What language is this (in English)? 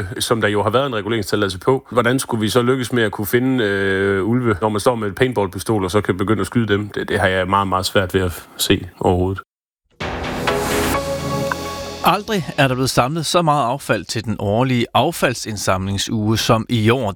Danish